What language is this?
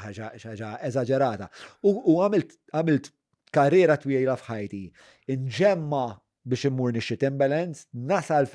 Maltese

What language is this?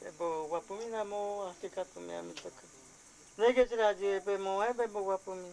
Guarani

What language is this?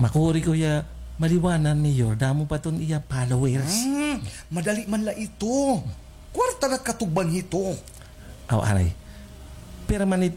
Waray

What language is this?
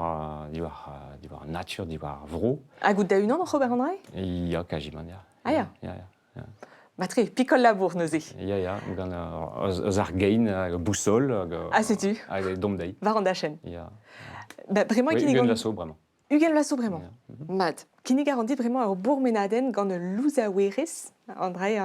Breton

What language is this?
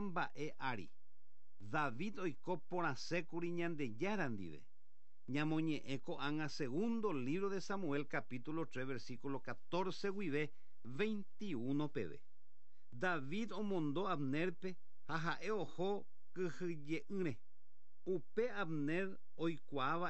Guarani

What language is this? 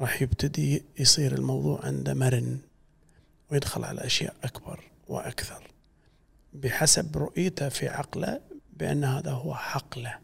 Gulf Arabic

